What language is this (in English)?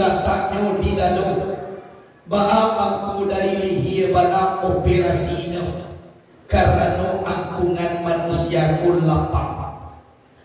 Minangkabau